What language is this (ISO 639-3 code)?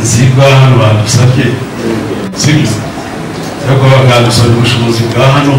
kin